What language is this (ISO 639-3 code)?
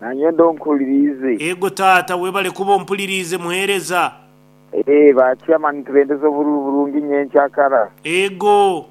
nyn